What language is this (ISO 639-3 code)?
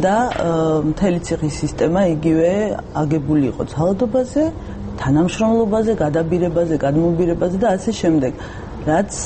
kat